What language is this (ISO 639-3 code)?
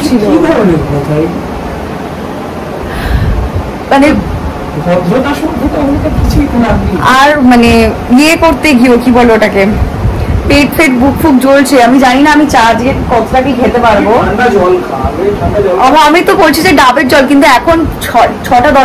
ben